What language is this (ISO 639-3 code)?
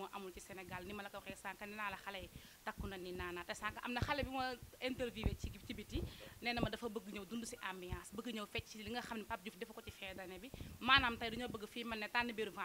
wol